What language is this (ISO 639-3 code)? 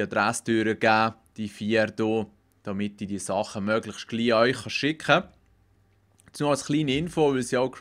gsw